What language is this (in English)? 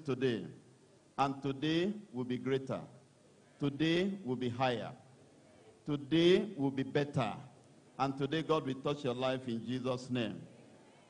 Ewe